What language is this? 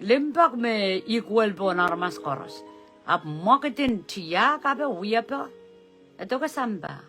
Pohnpeian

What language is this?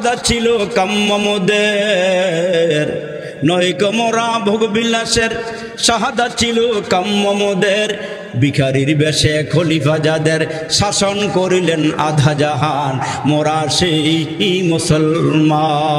Bangla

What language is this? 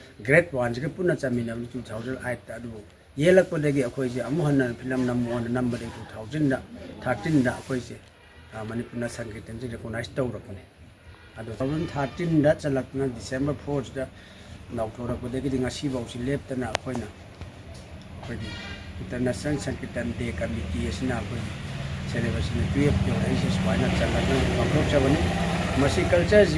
Manipuri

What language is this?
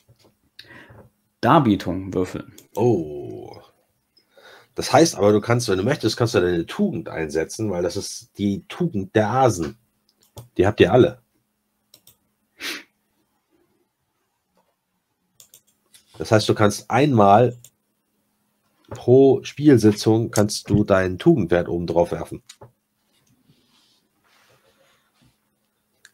German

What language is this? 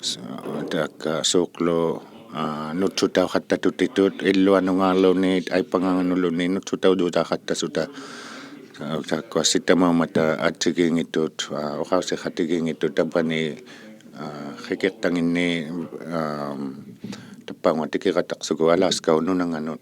Inuktitut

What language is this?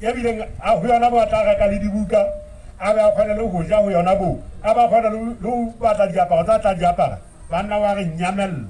Southern Sotho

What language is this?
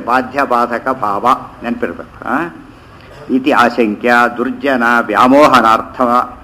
Kannada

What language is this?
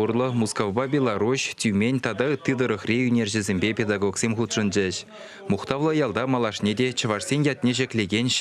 Chuvash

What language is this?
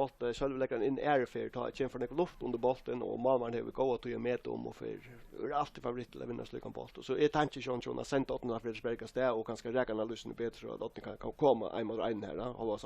Faroese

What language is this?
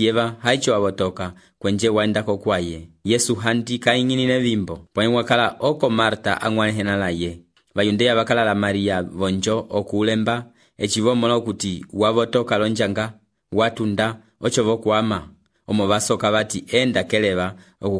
Umbundu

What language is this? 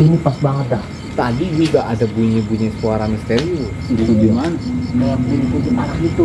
Betawi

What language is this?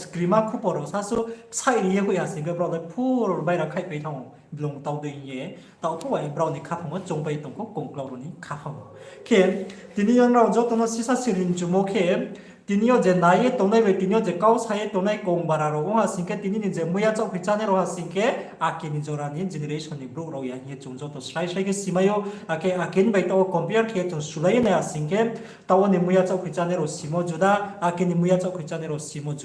Riang (India)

